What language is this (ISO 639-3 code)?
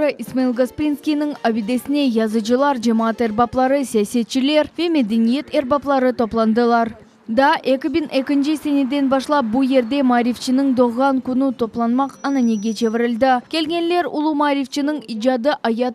crh